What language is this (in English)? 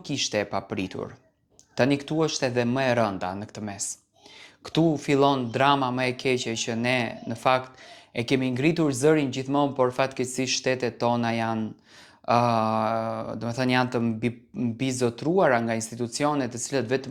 Albanian